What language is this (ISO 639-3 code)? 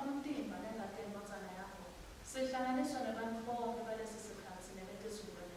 ssw